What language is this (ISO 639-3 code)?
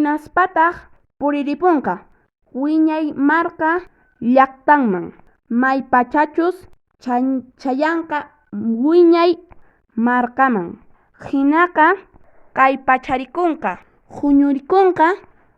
que